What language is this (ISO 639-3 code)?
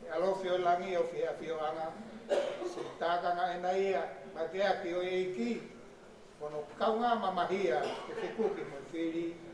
ton